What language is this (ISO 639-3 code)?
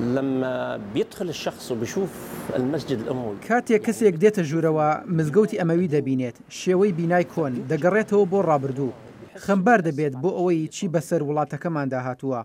ckb